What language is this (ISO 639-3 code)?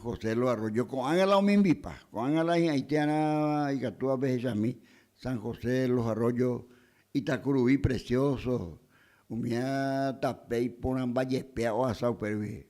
grn